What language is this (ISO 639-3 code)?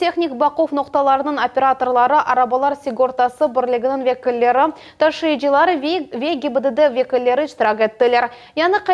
crh